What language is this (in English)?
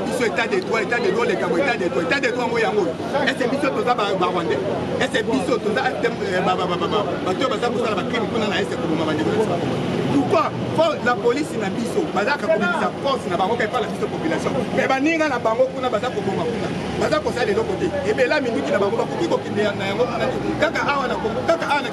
Lingala